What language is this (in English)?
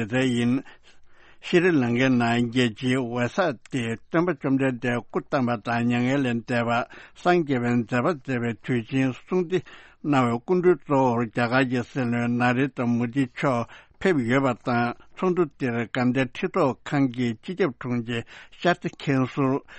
Tibetan